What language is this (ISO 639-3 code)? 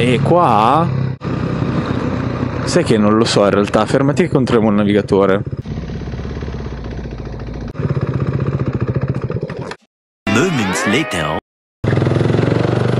ita